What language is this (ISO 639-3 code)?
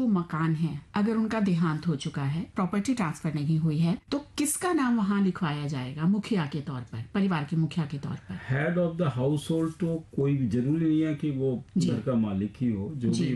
hin